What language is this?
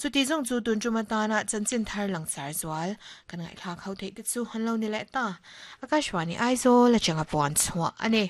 Mizo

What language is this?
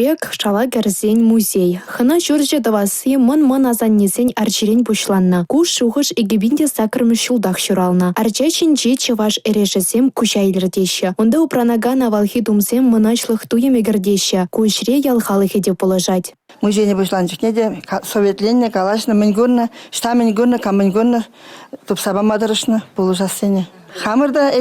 Chuvash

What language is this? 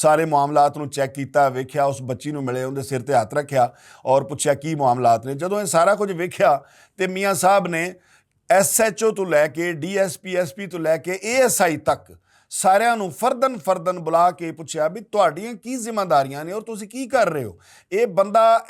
Western Panjabi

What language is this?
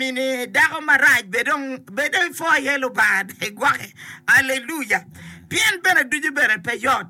Acoli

